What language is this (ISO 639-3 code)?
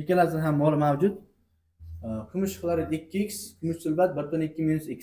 uzb